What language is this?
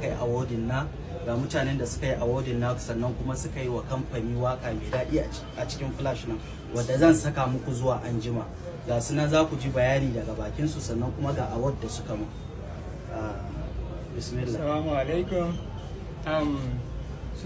Hausa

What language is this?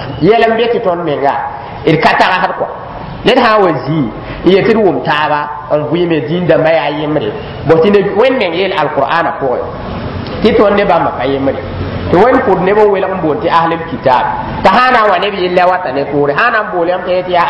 Mossi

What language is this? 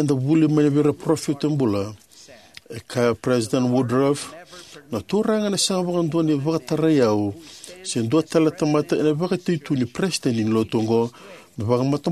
Fijian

